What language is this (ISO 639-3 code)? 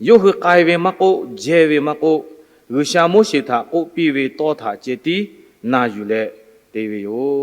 lhu